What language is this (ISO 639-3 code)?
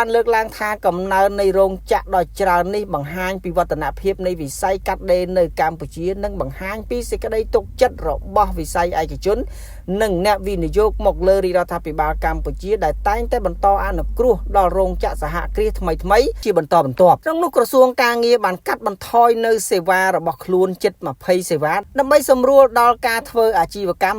khm